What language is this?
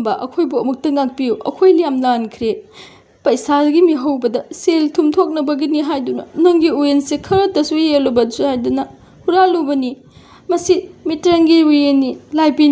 Manipuri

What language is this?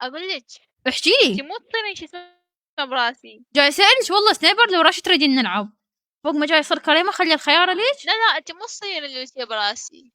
Mesopotamian Arabic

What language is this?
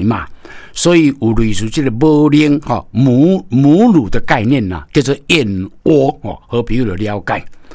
Min Nan Chinese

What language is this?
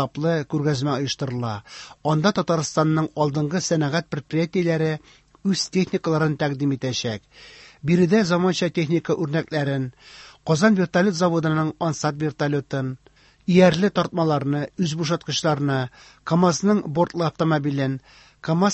Tatar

